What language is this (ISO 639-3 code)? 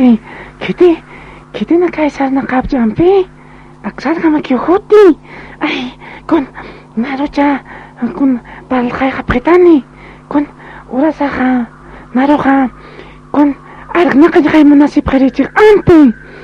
aym